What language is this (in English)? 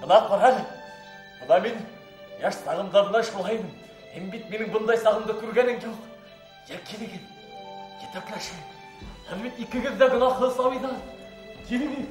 Bashkir